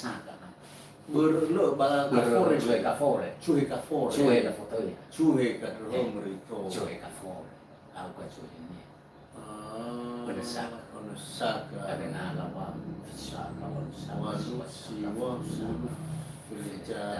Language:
Nias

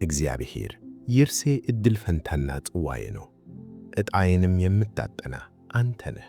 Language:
Amharic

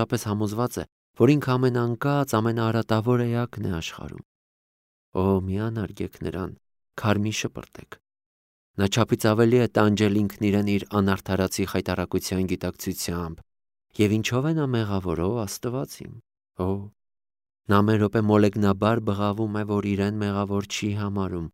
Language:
Armenian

